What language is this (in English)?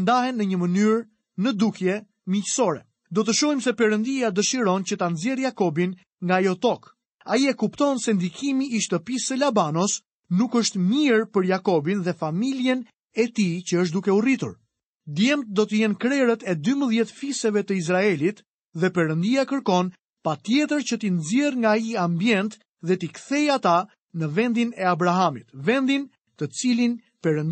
Albanian